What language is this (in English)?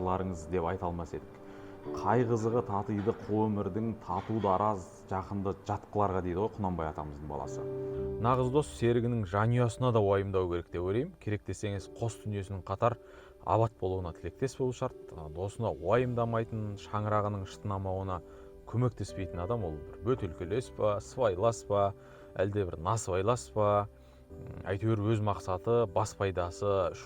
Kazakh